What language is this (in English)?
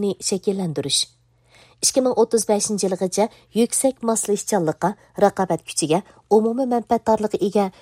Uyghur